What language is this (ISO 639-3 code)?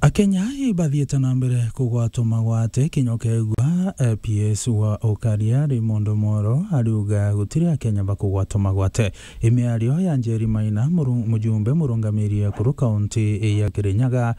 mer